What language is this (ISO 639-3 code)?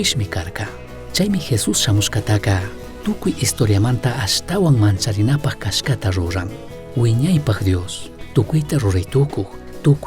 qug